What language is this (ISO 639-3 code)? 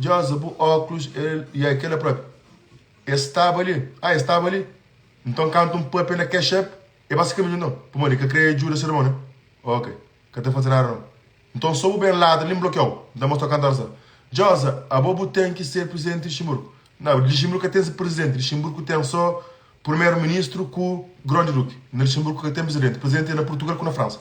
kea